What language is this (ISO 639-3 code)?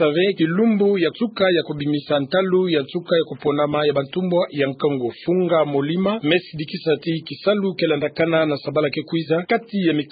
ktu